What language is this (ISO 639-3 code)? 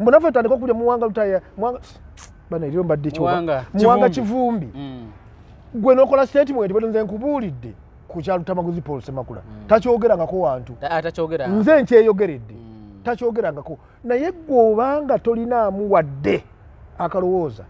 lug